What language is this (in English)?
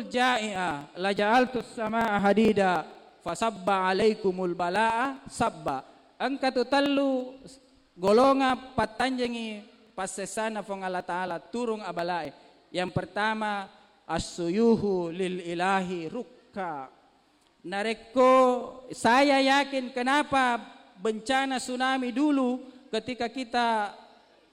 Buginese